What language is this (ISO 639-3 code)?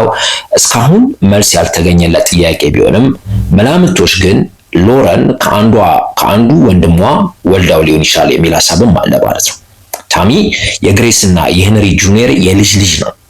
amh